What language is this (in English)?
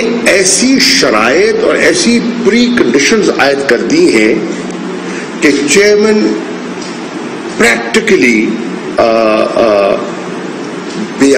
Urdu